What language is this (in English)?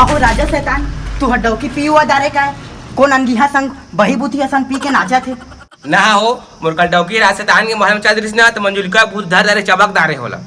Chhattisgarhi